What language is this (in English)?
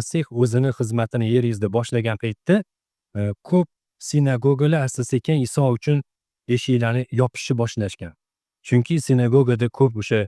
Uzbek